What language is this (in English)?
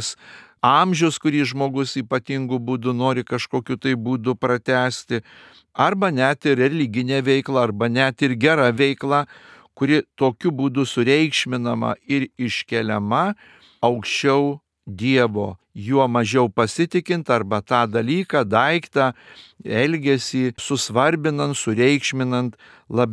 Lithuanian